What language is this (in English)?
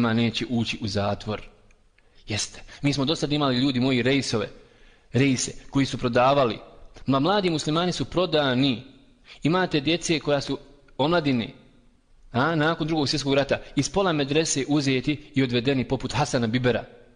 Bosnian